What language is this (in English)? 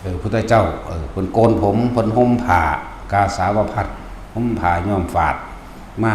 Northeastern Thai